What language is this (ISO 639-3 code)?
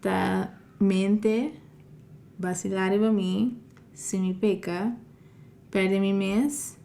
pap